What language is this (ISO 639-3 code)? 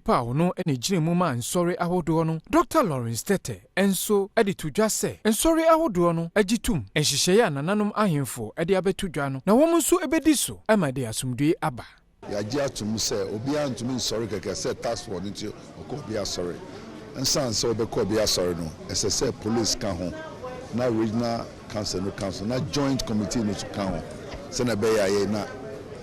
aka